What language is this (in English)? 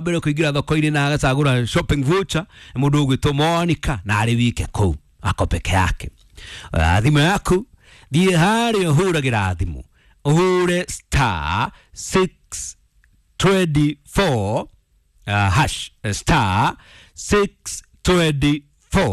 Kikuyu